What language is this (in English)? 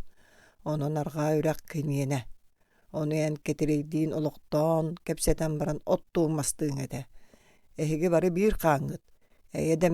Yakut